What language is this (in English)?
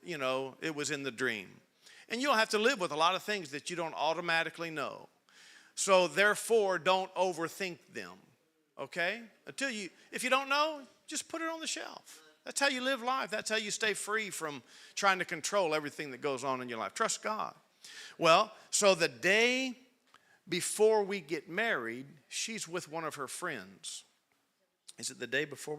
English